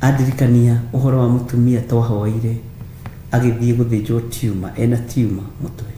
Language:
Kikuyu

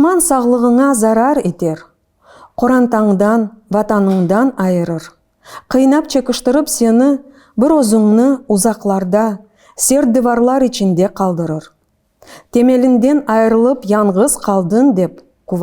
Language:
Crimean Tatar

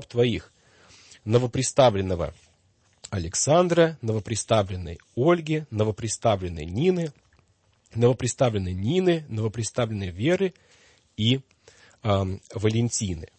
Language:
Russian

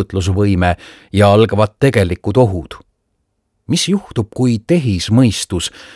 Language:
Estonian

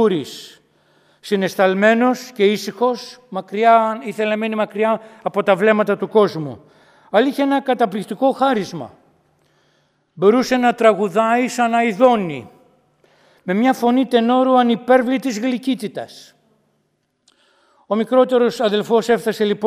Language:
Greek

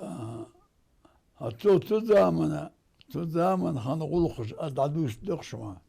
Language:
Ingush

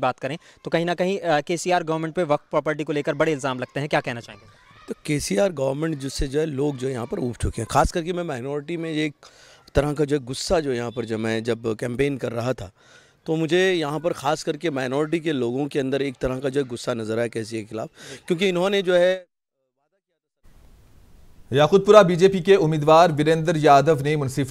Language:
Hindi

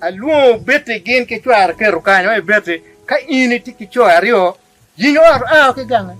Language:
Acoli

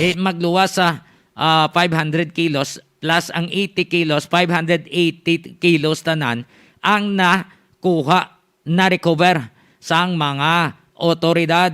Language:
Hiligaynon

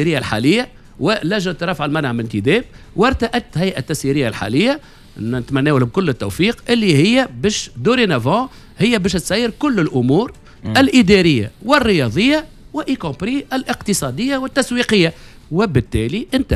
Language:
Tunisian Arabic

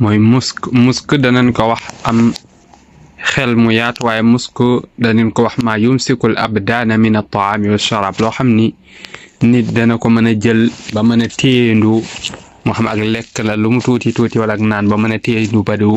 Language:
Wolof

